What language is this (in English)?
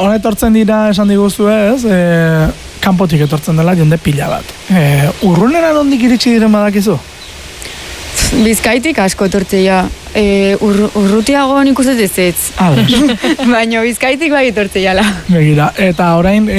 Basque